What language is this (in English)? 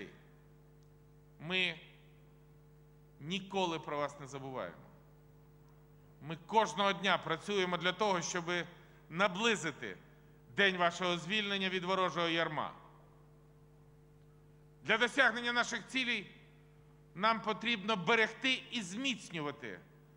Ukrainian